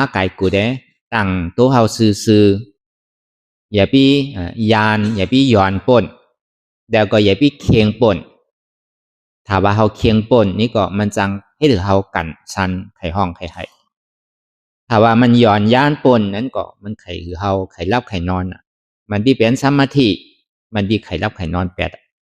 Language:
Shan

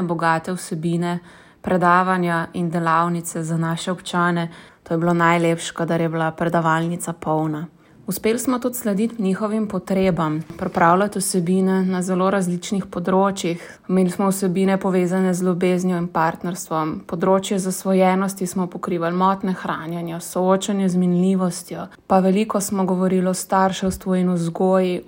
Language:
Slovenian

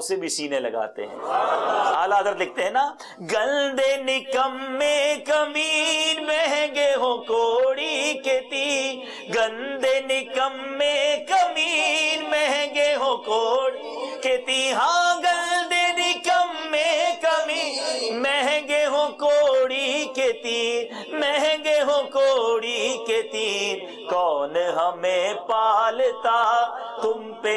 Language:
Urdu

